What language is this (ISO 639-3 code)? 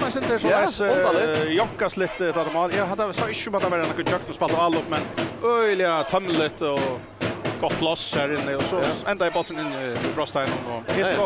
fao